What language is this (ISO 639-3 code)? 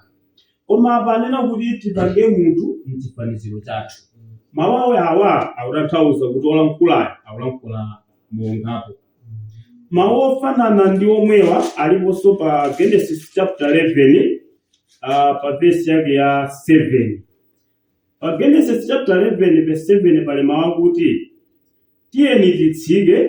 nya